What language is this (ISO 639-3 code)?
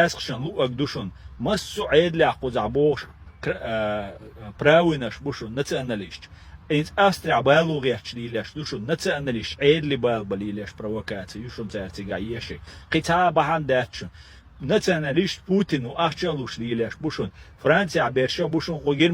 che